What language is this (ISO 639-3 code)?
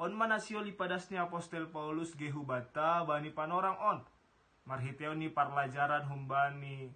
bts